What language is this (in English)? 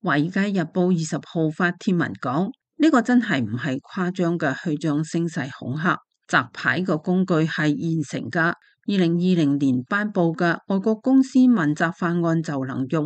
Cantonese